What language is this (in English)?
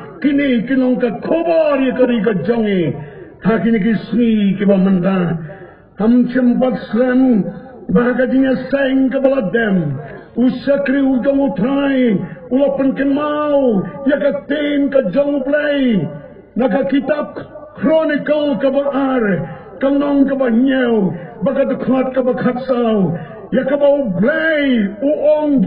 Khasi